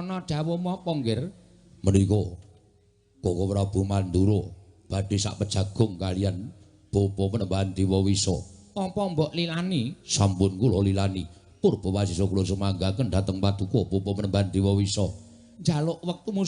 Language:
Javanese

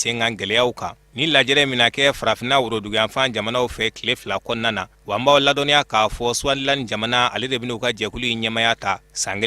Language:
Bambara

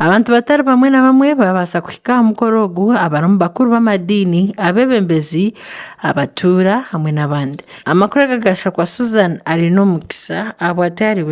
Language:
Nyankole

